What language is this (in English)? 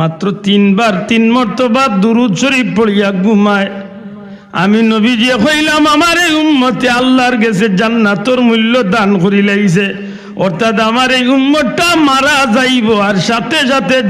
Sylheti